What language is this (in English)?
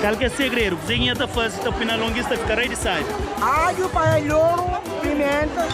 Kabuverdianu